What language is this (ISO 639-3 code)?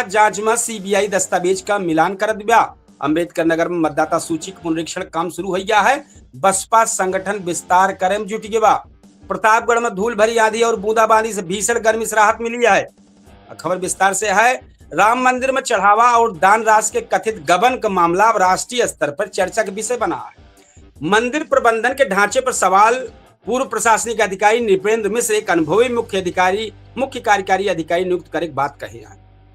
awa